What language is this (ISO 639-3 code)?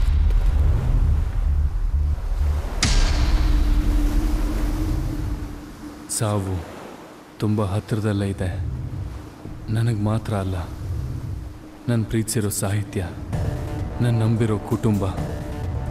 kan